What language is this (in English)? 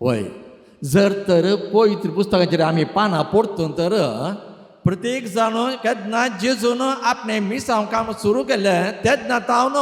Konkani